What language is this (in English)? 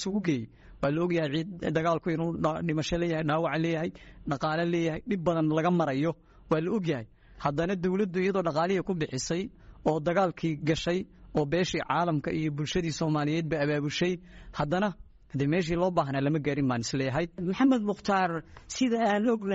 Somali